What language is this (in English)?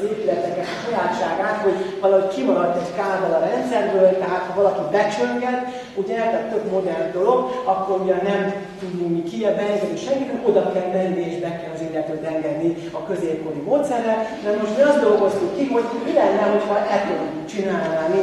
Hungarian